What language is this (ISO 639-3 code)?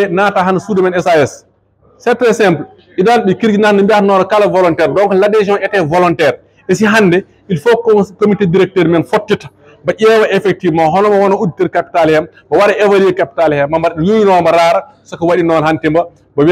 ful